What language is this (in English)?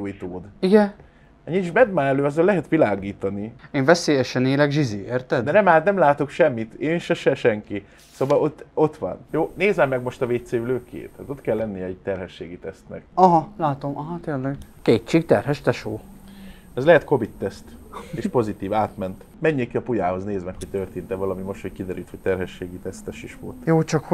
Hungarian